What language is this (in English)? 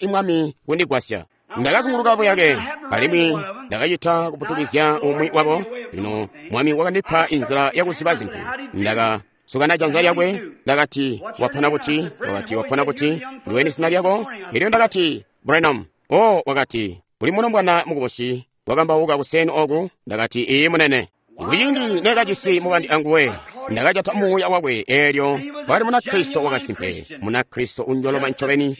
Tonga (Zambia)